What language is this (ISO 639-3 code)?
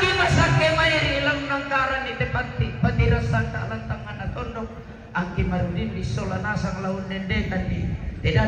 sda